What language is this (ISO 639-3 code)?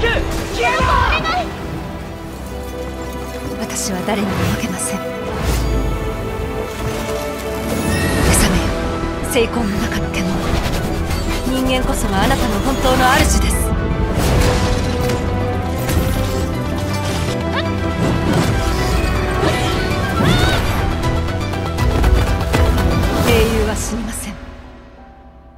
jpn